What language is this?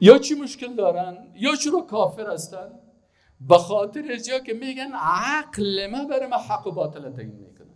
Persian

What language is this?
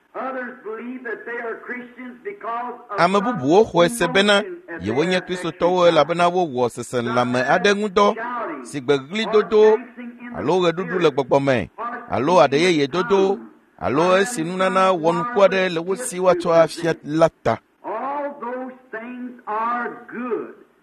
Ewe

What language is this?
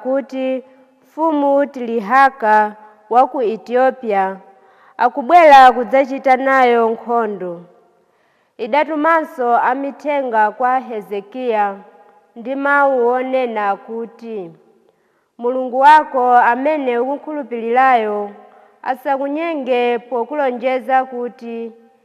Nyanja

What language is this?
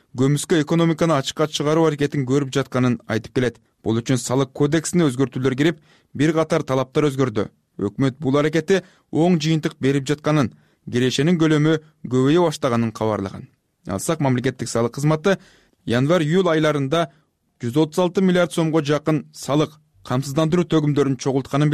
Kyrgyz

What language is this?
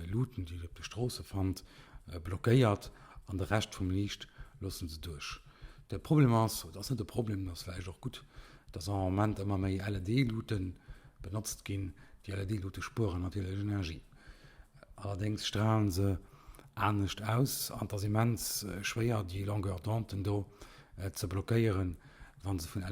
Luxembourgish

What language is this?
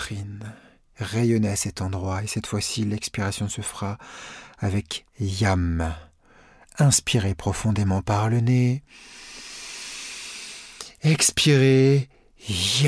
French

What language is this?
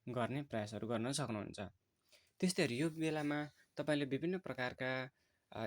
Nepali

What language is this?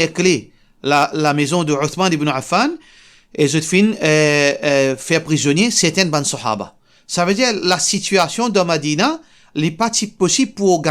Morisyen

